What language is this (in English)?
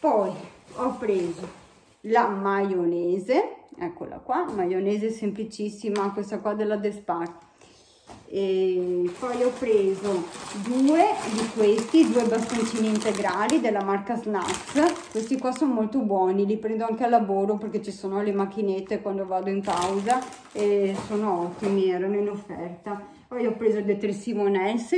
Italian